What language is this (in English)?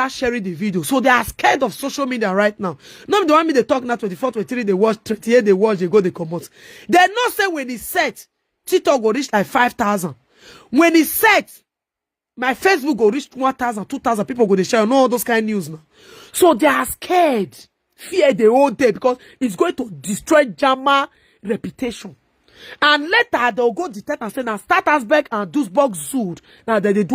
Nigerian Pidgin